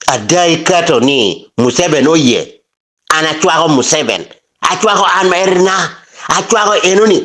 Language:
Acoli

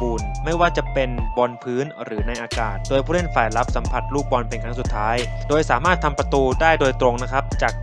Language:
Thai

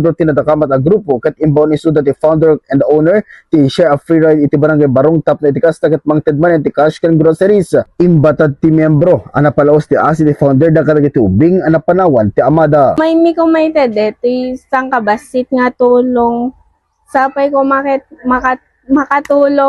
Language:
Iloko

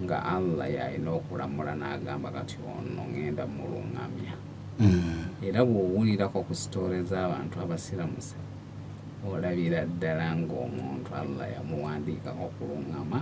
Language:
Ganda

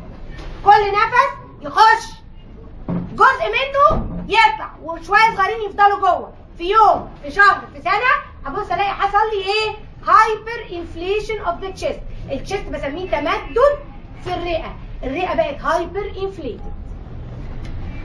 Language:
Egyptian Arabic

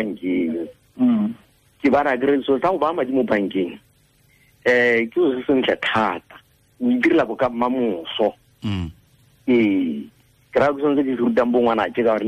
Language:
Tswana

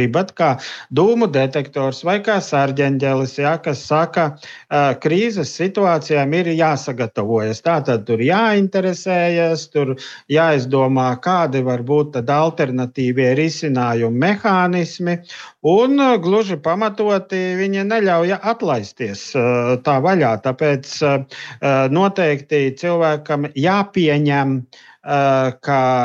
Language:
Latvian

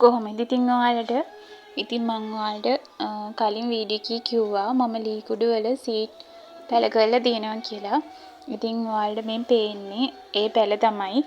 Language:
Sinhala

